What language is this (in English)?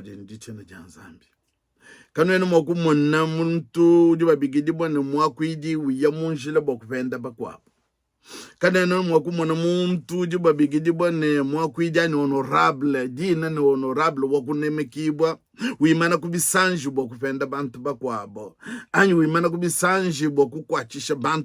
Luba-Lulua